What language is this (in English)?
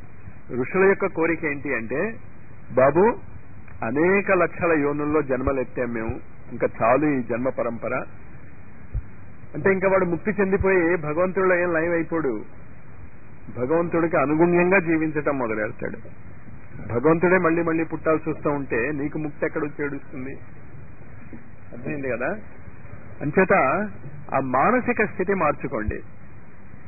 Telugu